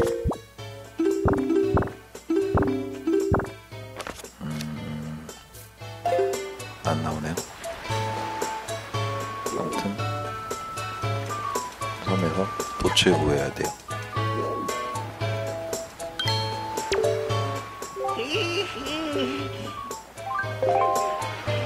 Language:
Korean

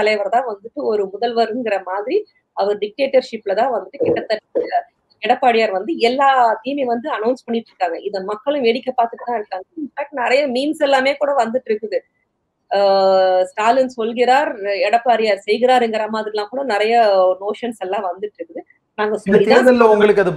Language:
Tamil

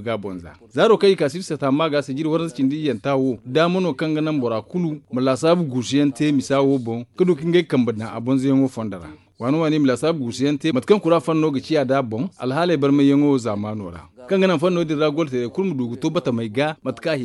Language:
Zarma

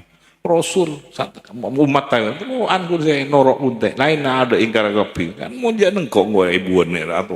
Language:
Madurese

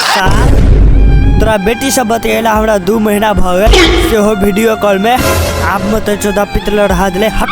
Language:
Maithili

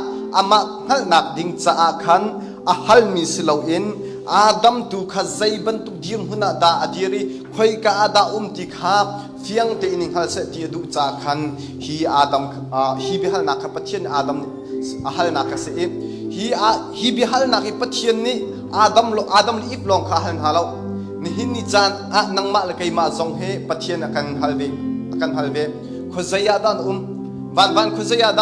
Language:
Hakha Chin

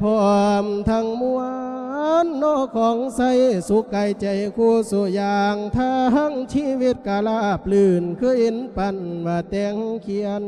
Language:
Lao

